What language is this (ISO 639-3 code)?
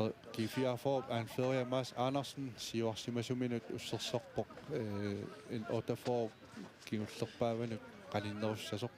kal